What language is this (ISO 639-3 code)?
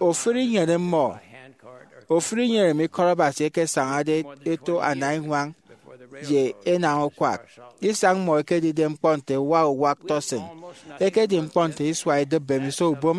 efi